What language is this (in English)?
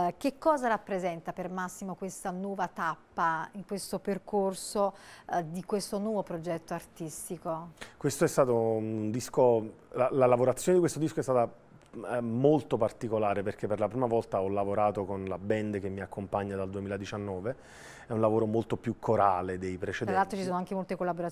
Italian